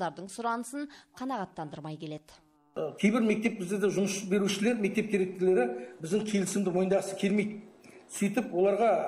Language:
Kazakh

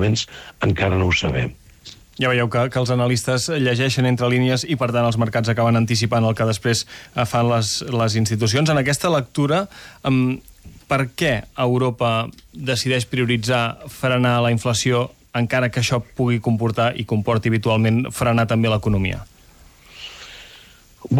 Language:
Catalan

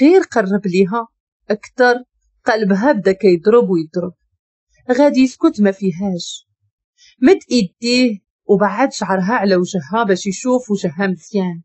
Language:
Moroccan Arabic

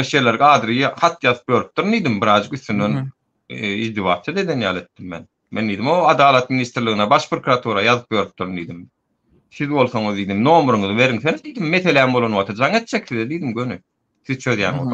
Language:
Turkmen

